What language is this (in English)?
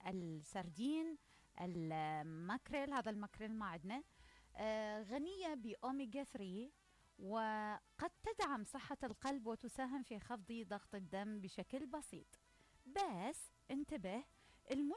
Mesopotamian Arabic